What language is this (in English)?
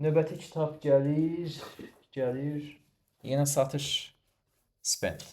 Azerbaijani